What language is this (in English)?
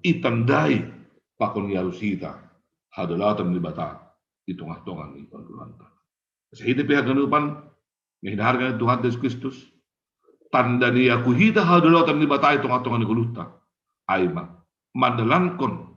Batak Simalungun